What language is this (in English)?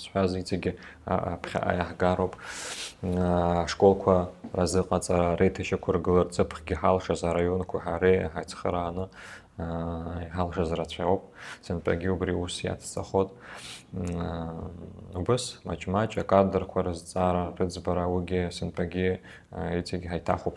Abkhazian